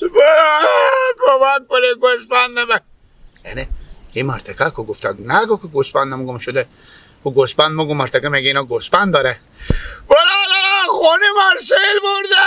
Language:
Hazaragi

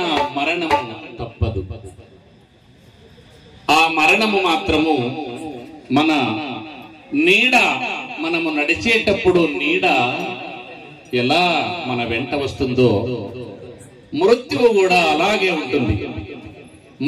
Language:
Telugu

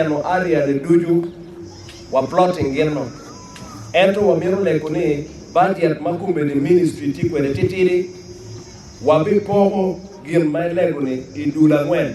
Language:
Acoli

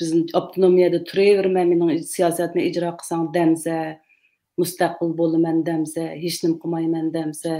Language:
Uyghur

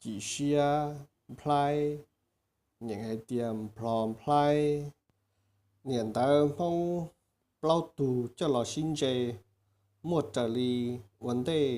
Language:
Hmong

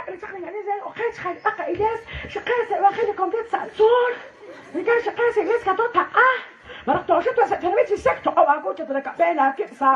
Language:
Kekchí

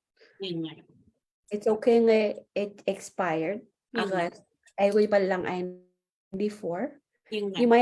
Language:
Marshallese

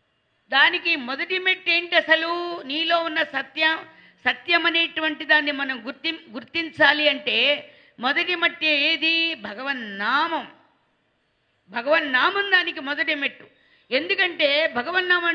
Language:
Telugu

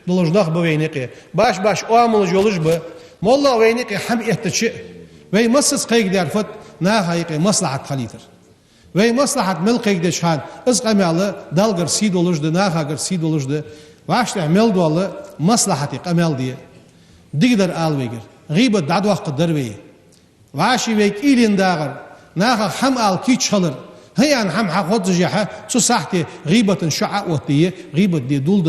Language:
Ingush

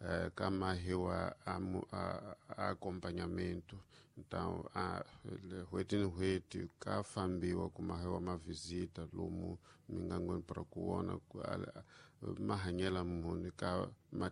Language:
Tsonga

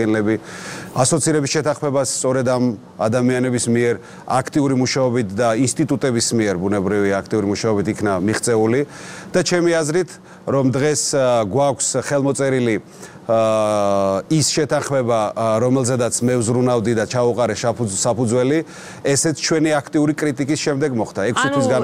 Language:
Georgian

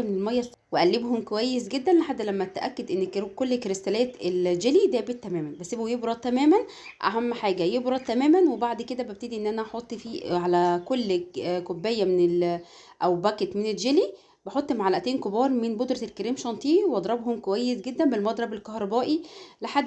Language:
Egyptian Arabic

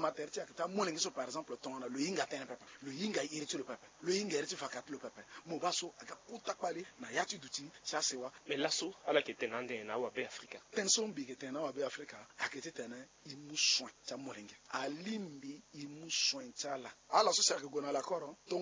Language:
Sango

